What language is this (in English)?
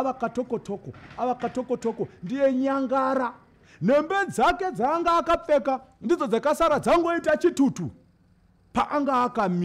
Shona